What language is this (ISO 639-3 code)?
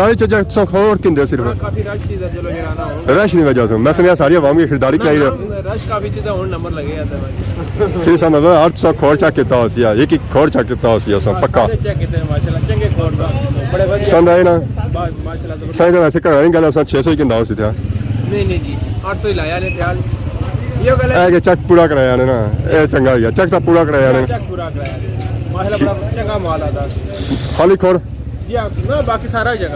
phr